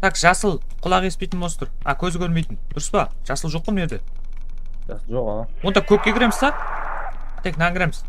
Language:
Kara-Kalpak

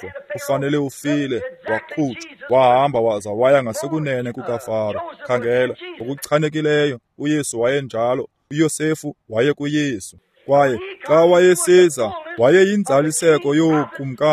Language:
Xhosa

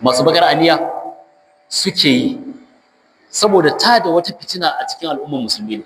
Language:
Hausa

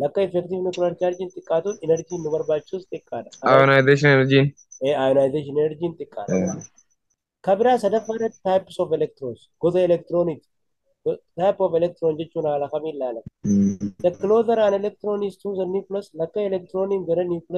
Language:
Oromo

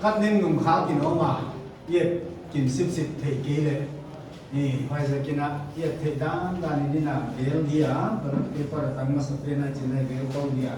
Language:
Paite Chin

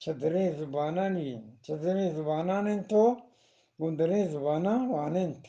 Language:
Eastern Balochi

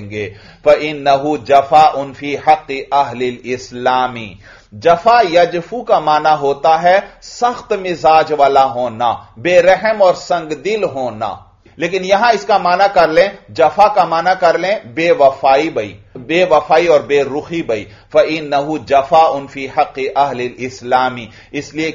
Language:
Urdu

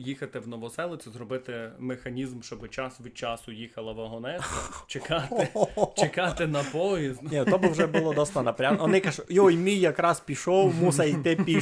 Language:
Rusyn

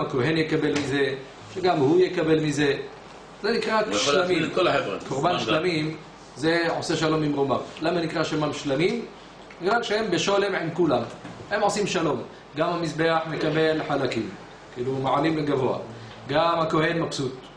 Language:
Hebrew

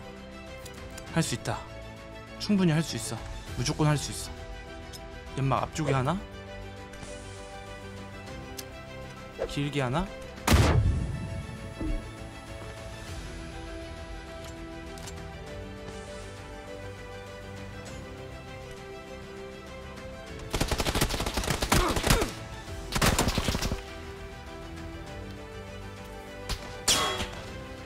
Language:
Korean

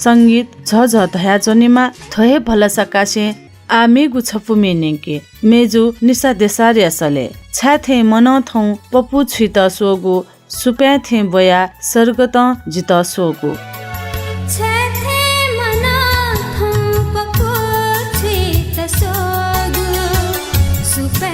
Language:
Newari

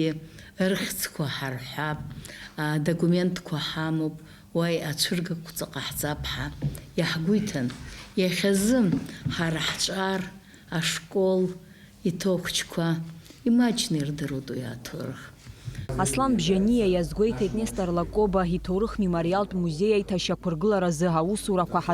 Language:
Abkhazian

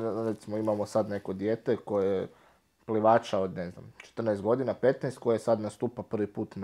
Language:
Croatian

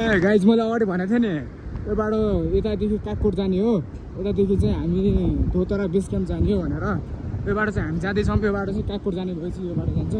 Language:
Nepali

